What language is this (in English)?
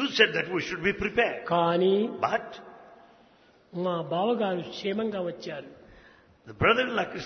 Telugu